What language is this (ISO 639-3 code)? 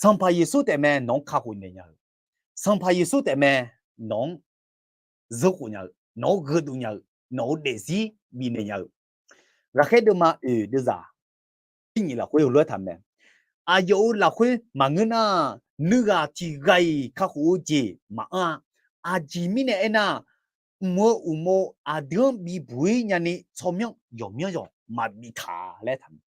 ahk